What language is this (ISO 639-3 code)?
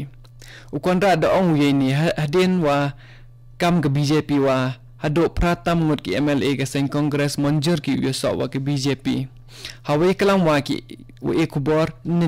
kha